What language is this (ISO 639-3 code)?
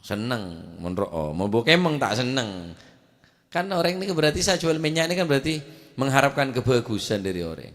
mad